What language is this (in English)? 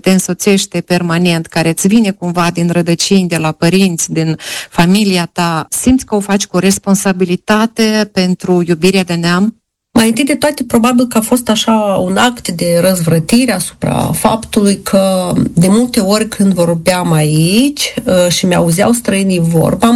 Romanian